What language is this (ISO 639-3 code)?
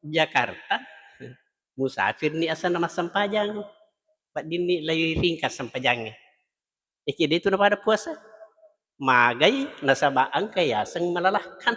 bug